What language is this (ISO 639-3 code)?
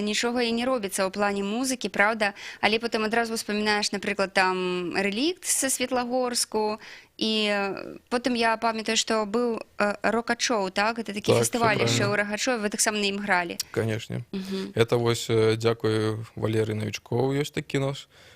bel